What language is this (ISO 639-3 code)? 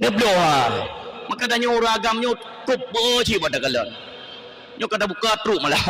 ace